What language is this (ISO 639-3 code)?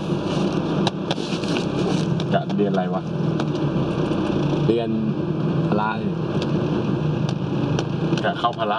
tha